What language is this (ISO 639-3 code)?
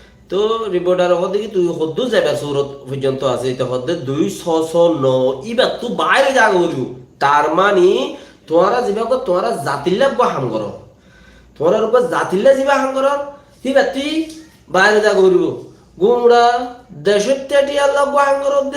rhg